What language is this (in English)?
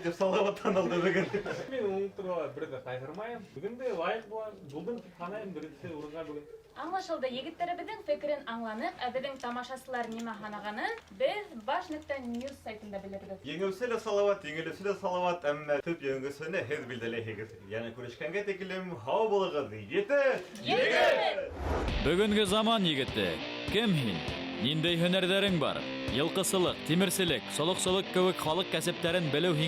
Bashkir